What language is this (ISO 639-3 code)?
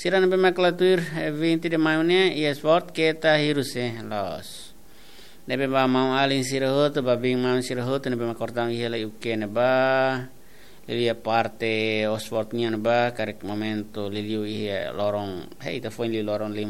tet